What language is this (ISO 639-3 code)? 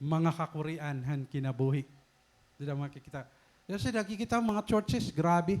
war